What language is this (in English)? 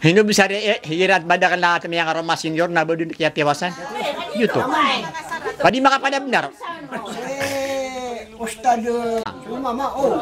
Maranao